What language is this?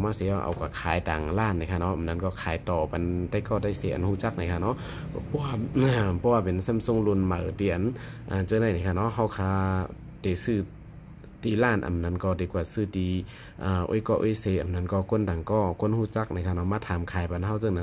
Shan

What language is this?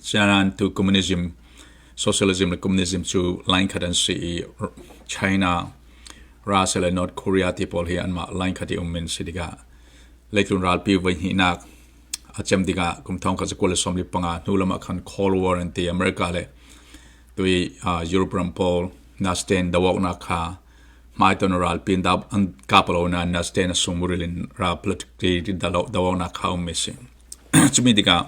Falam Chin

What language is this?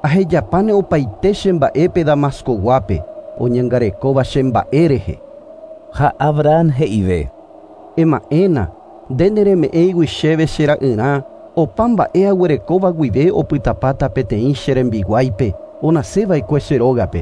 Guarani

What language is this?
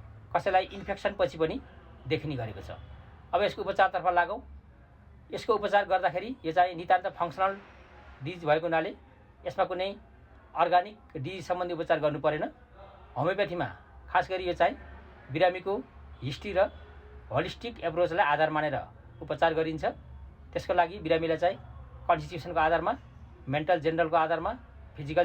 Nepali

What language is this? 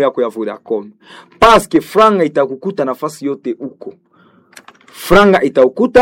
Swahili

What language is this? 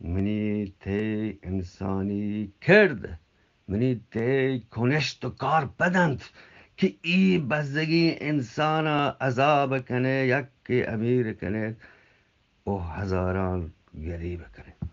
Eastern Balochi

